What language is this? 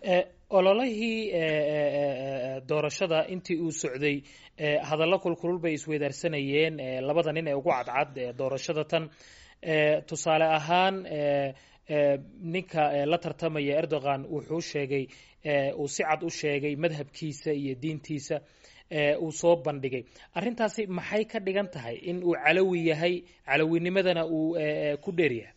Somali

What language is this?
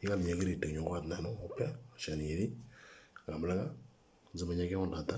Moro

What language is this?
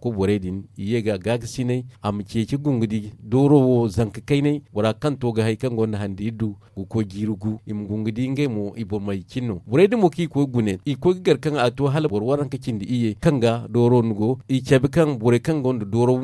Zarma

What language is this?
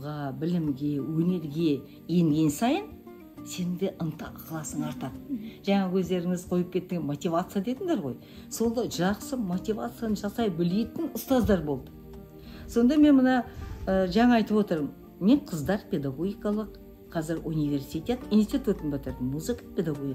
Kazakh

